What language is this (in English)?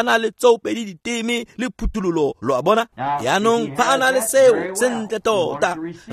Tswana